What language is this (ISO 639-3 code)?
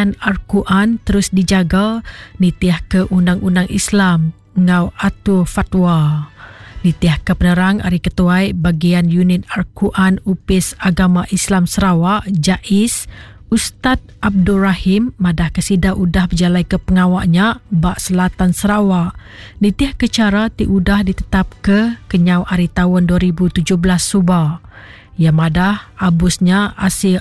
iba